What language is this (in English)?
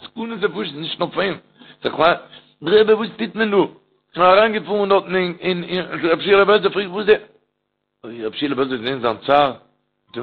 Yiddish